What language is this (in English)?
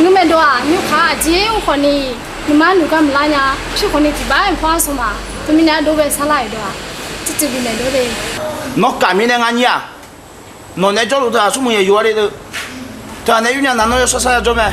Akha